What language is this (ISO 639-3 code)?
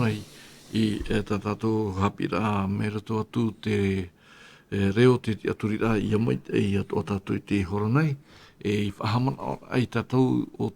tah